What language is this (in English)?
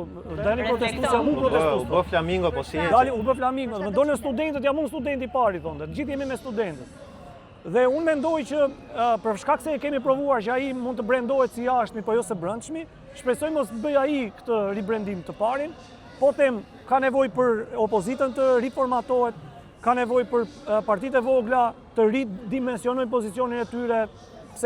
Albanian